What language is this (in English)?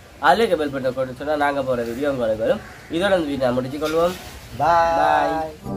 Tamil